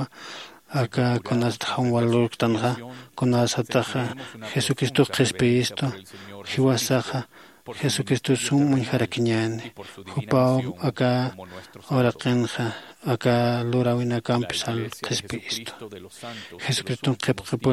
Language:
Aymara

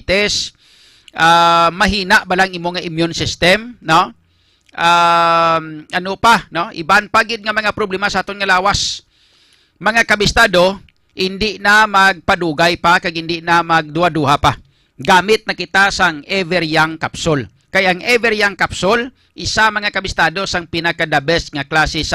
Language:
Hiligaynon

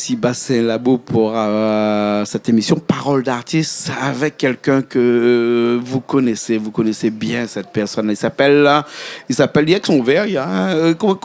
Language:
Réunion Creole French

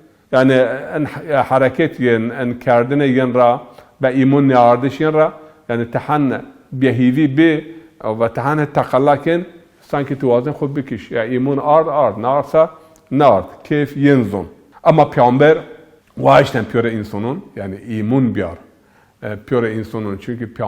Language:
Zaza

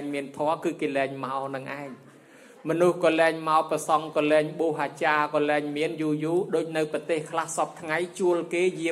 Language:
Khmer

